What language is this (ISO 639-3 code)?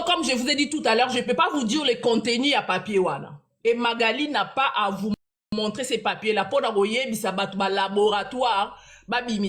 lin